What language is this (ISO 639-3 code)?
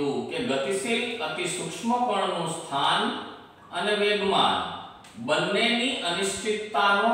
guj